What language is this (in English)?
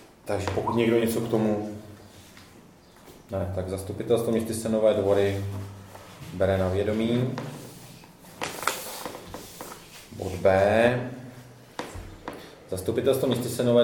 Czech